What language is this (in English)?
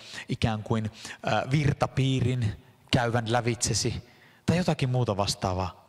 Finnish